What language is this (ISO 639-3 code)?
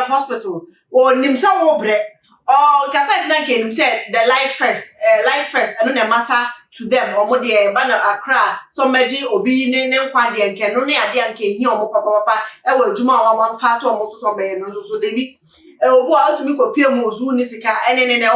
aka